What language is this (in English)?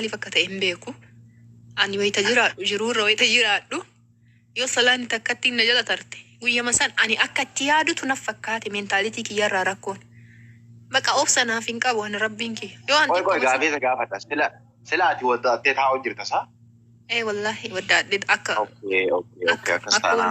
Oromo